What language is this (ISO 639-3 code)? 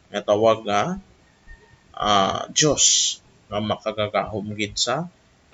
hil